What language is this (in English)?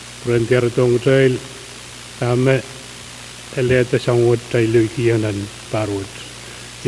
Pohnpeian